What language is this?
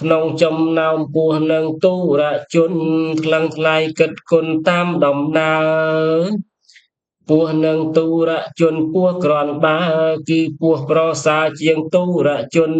Khmer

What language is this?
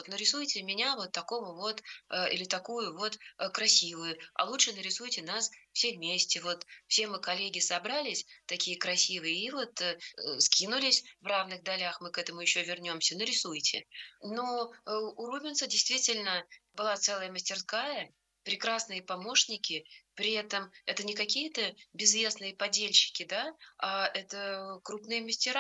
Russian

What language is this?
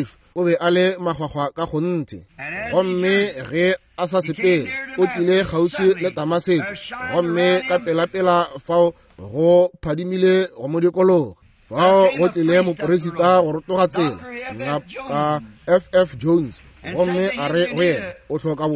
Northern Sotho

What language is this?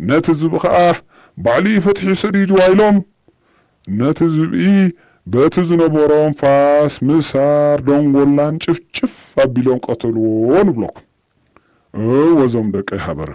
Tigrinya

